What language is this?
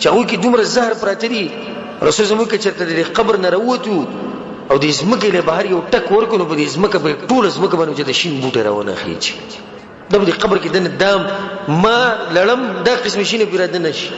Pashto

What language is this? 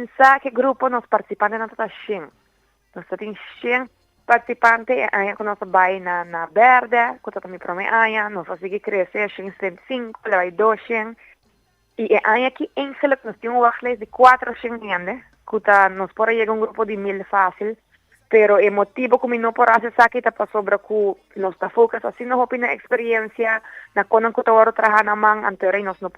Papiamento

